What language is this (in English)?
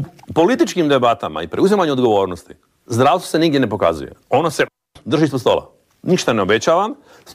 Croatian